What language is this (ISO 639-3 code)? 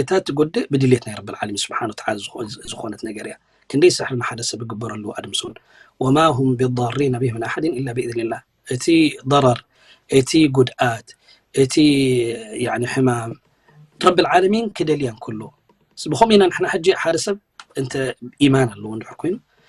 tir